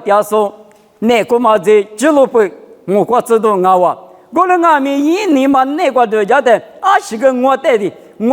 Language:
Lisu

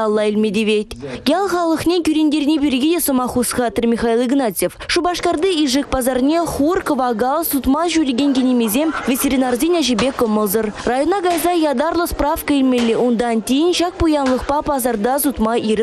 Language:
Chuvash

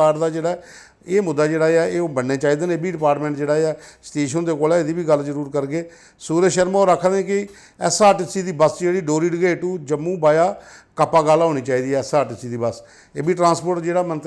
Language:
Dogri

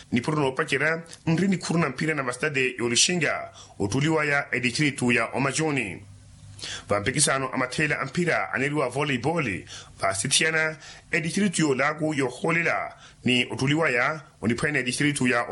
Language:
Makhuwa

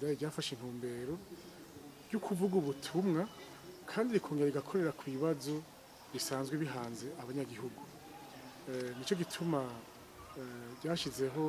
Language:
Rundi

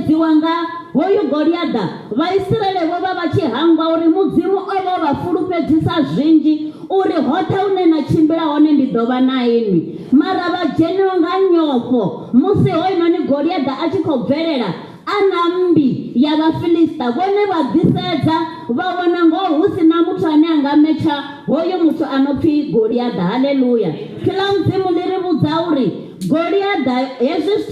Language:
Venda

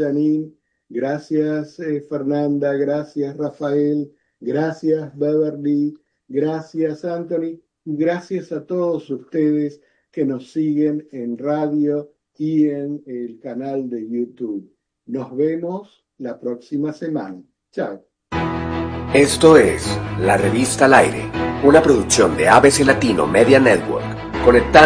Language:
Spanish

